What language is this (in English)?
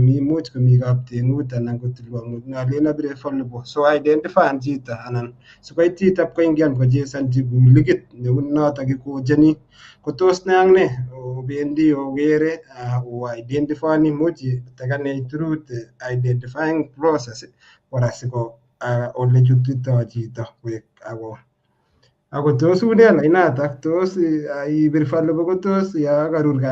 Kalenjin